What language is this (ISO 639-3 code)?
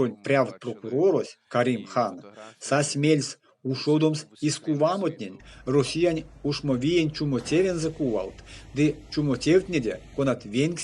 myv